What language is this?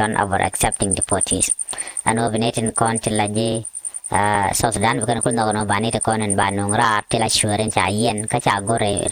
Nuer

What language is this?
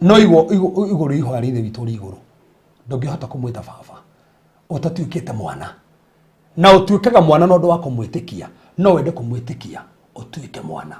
Kikuyu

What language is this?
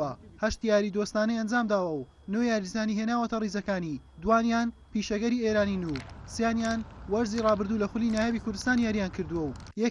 Central Kurdish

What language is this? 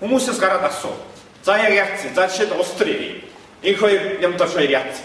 Mongolian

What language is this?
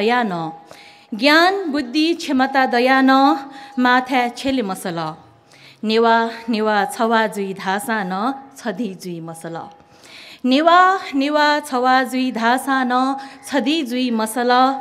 Newari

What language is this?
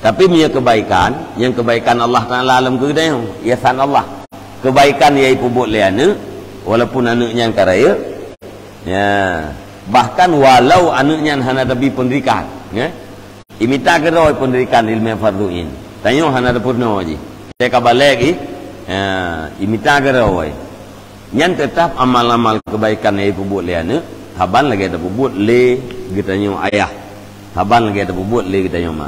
Achinese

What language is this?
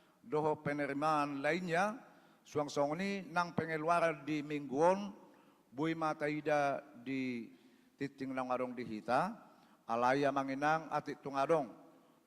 Batak Toba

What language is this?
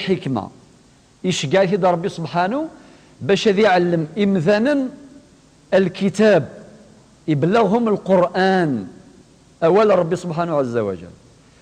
Kabyle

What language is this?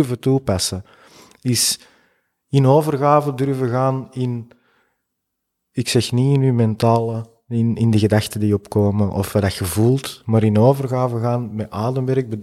Dutch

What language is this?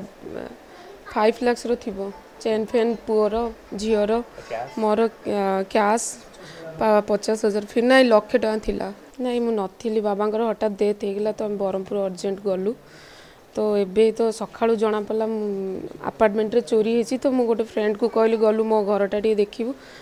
Odia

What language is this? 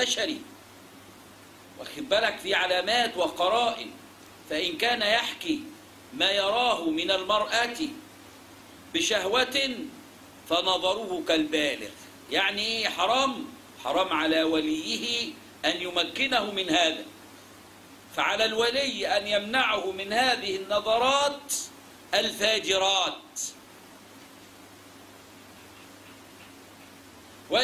Egyptian Arabic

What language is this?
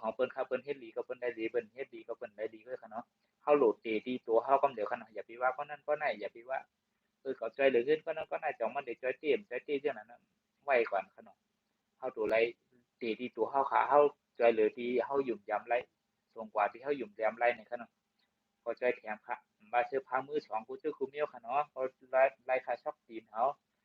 Shan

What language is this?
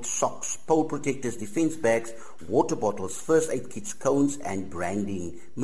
Afrikaans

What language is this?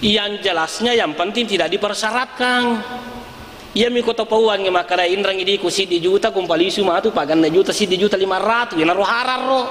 Buginese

